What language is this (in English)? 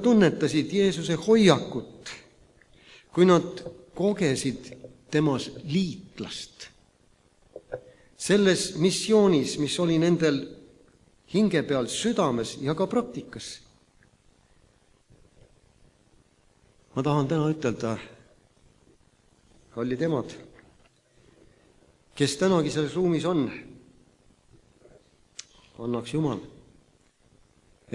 Estonian